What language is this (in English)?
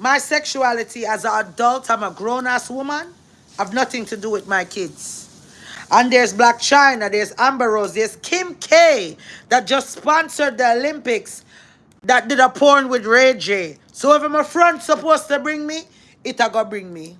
Jamaican Creole English